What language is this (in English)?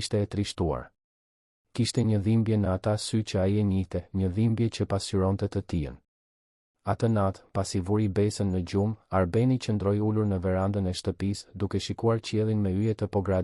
Albanian